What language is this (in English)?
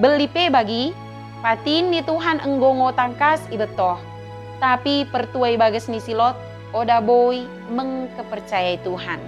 Batak Dairi